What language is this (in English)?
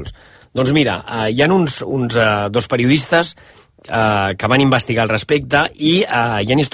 Catalan